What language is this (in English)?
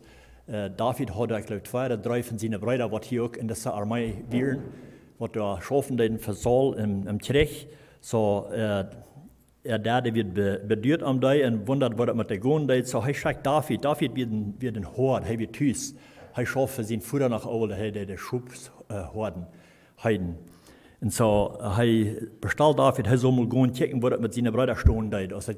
Plautdietsch